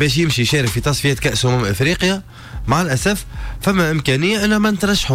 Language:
Tunisian Arabic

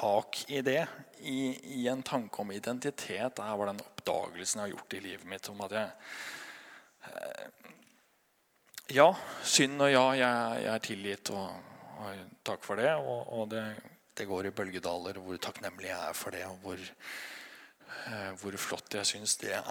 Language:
Norwegian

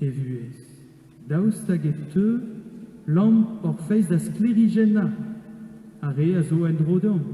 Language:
Breton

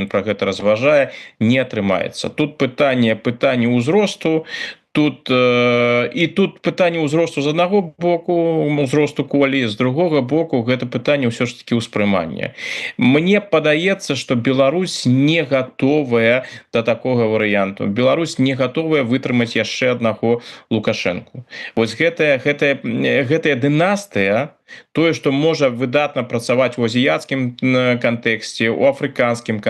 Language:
Belarusian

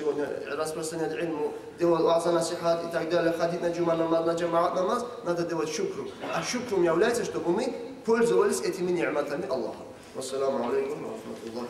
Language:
Kumyk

